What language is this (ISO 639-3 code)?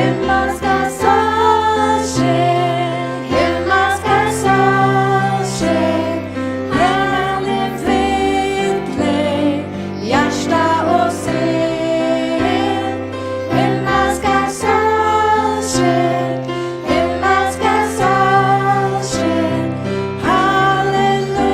fao